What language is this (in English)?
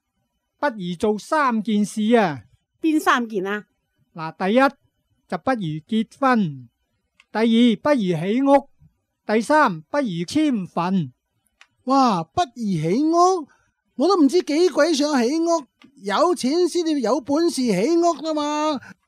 Cantonese